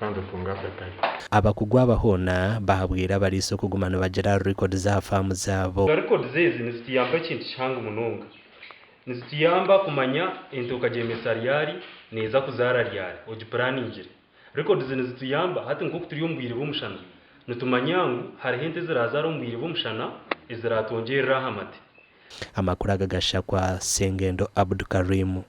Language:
Nyankole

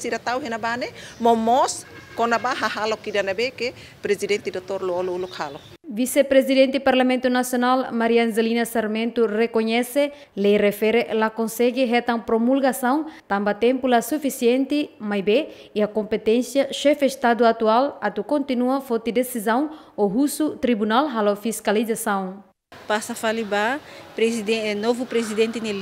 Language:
Tetum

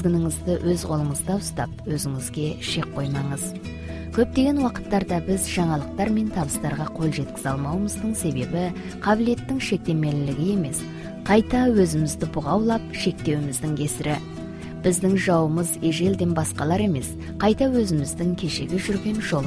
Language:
Kazakh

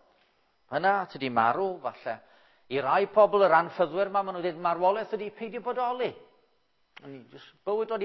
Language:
Welsh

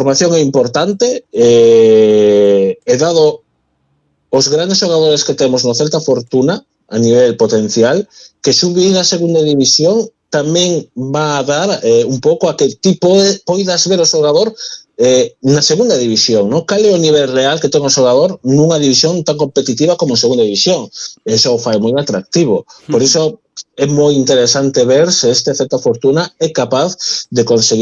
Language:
Galician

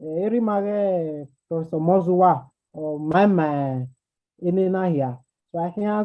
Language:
Bini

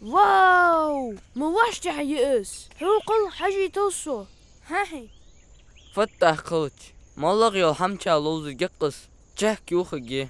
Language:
Ingush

